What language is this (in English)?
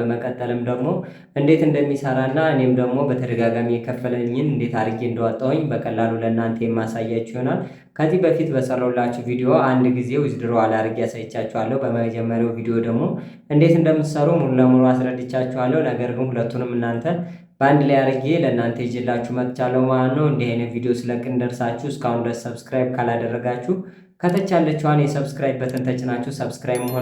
Amharic